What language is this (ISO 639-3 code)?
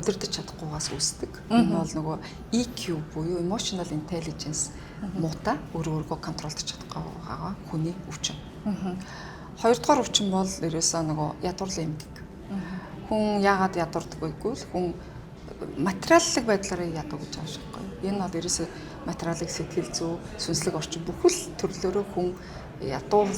mon